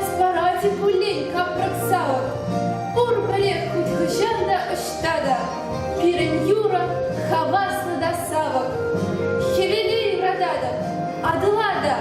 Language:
Chuvash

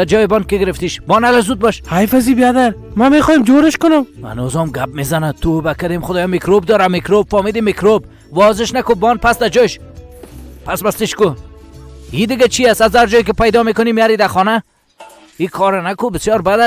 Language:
Persian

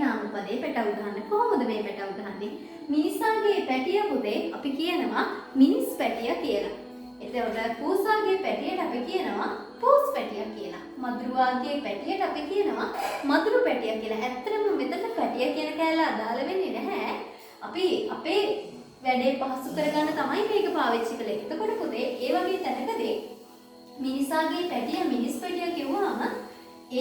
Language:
Sinhala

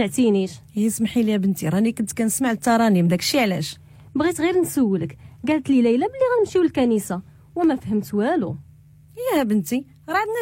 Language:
Moroccan Arabic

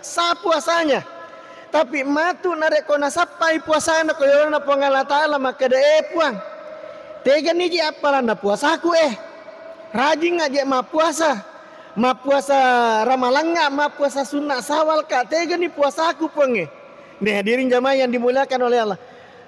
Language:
Buginese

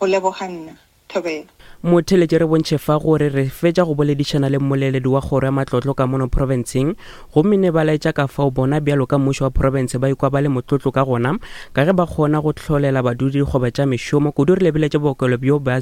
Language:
Northern Sotho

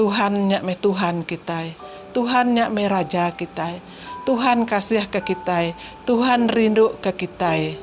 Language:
Iban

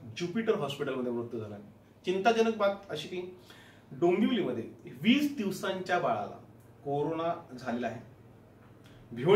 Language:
Marathi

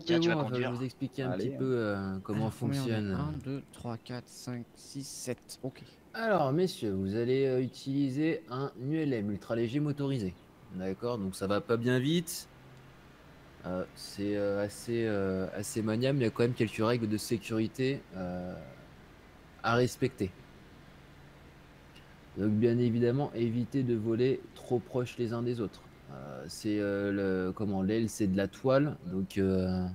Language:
French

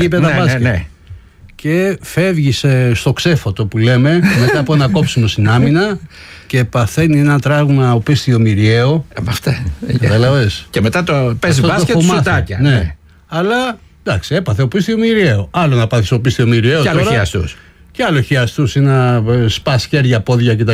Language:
Greek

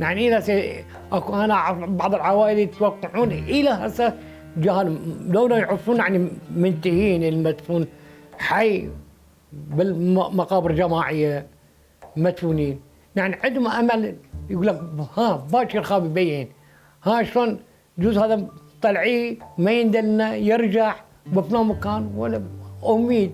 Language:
Mesopotamian Arabic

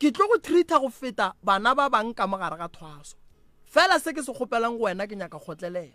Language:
Northern Sotho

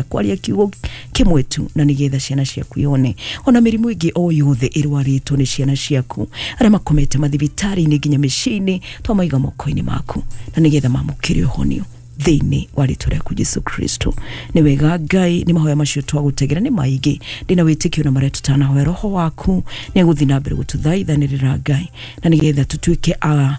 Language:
Kikuyu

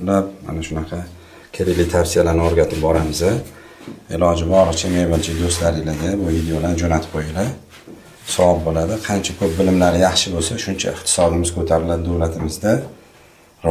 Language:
Uzbek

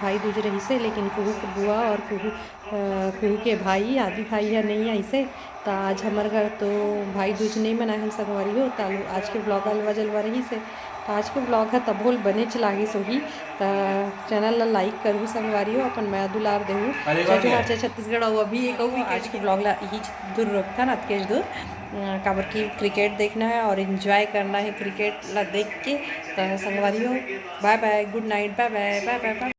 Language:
Chhattisgarhi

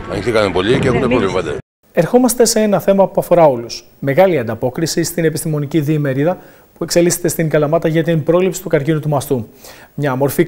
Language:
Greek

